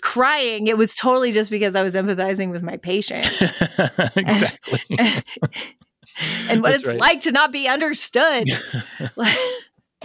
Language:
English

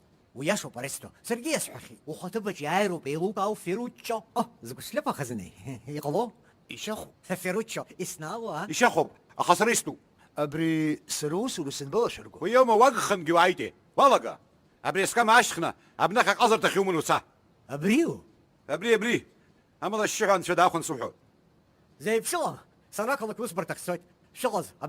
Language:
Abkhazian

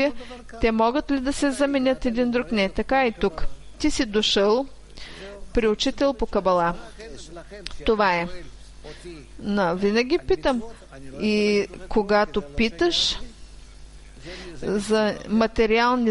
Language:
Bulgarian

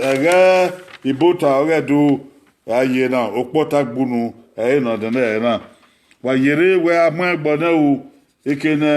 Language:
Bini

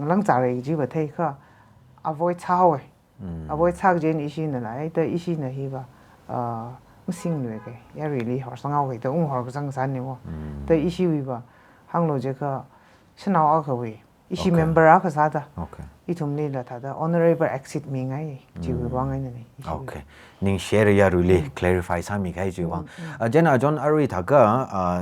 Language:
Tangkhul Naga (India)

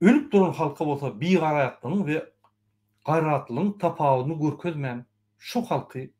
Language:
Turkmen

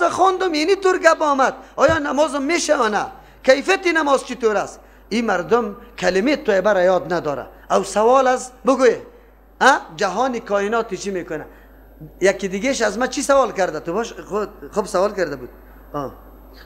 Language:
Persian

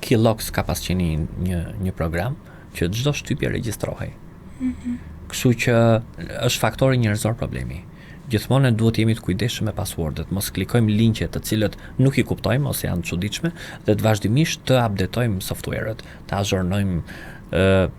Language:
Albanian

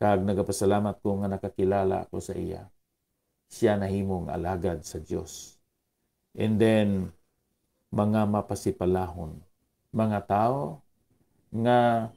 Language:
Hiligaynon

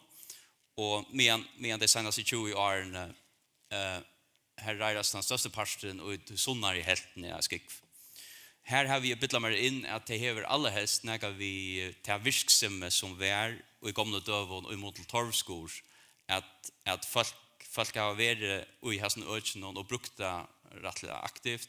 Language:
Faroese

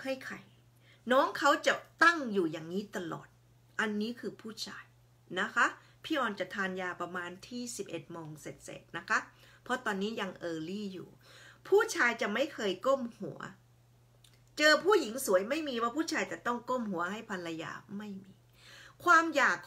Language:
Thai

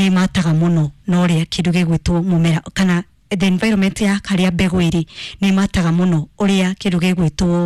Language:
Kikuyu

